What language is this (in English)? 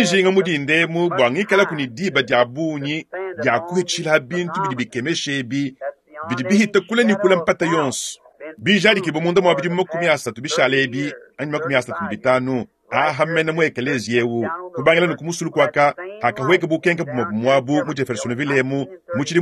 Luba-Lulua